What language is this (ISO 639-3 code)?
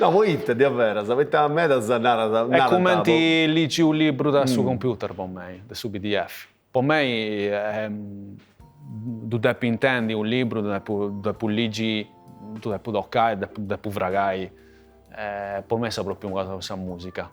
srd